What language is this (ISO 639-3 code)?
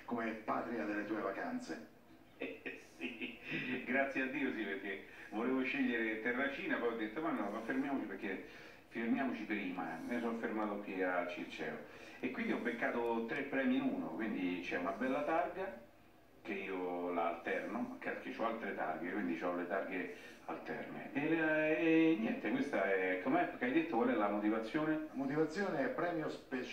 ita